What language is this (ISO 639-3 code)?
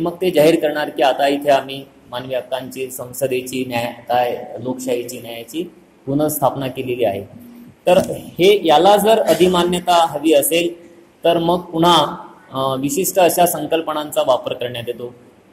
mar